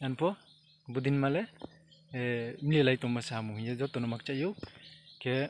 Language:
Riang (India)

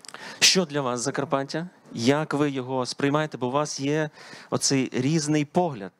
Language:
Ukrainian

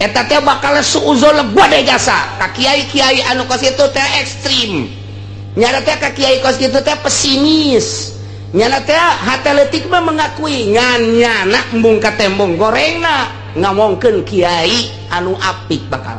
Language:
Sundanese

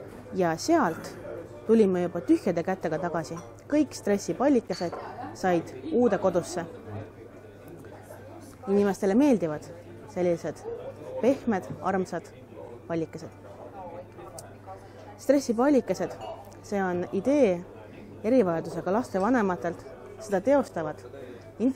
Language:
Estonian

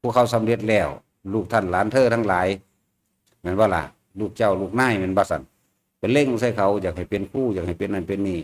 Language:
Northeastern Thai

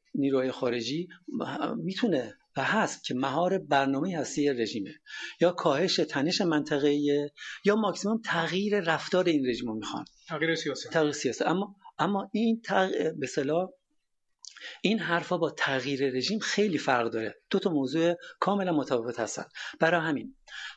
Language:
Persian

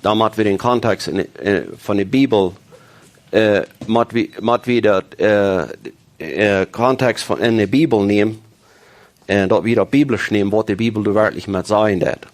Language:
Plautdietsch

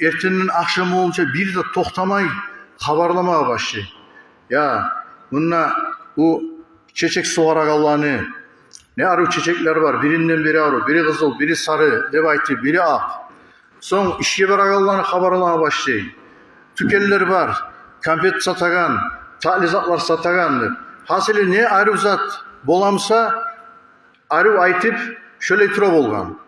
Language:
Kumyk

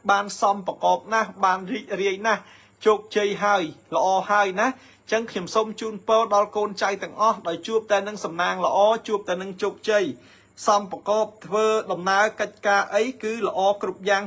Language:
Khmer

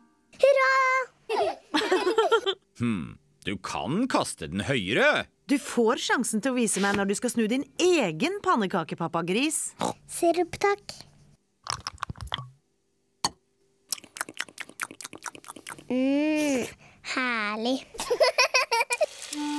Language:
Norwegian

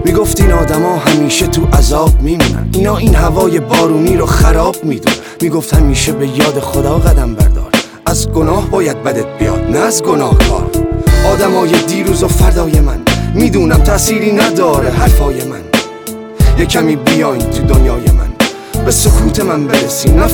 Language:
Persian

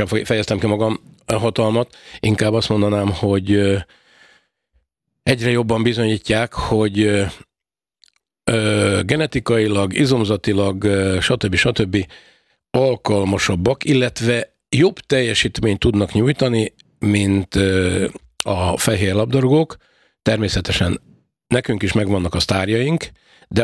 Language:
Hungarian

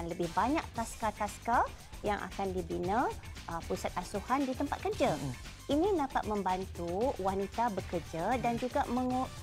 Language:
Malay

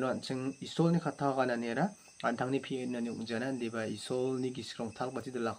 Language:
Garo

